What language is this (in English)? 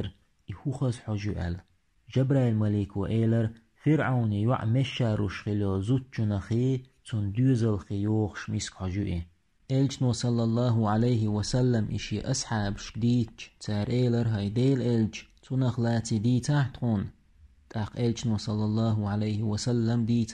Chechen